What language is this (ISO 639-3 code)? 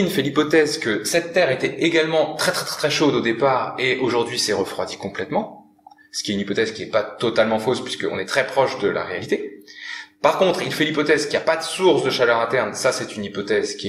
fra